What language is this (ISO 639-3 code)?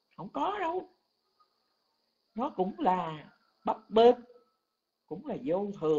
vie